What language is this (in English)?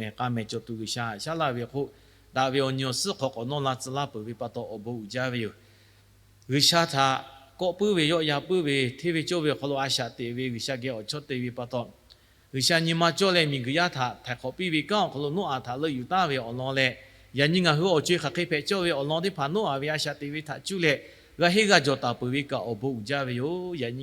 Lahu